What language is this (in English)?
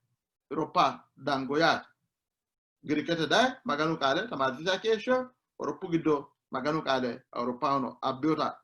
Sidamo